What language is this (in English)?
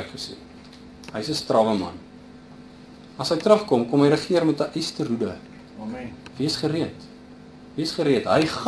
Afrikaans